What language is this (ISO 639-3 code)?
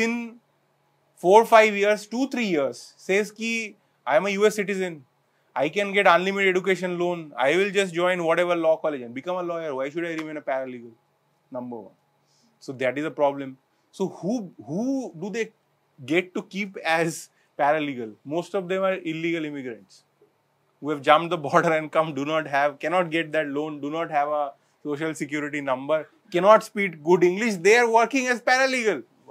eng